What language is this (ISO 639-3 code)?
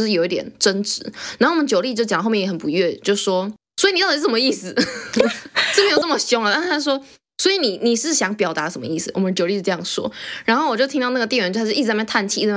zho